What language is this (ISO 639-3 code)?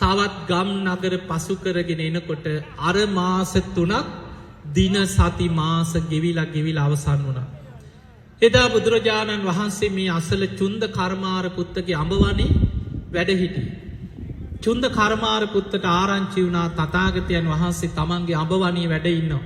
sin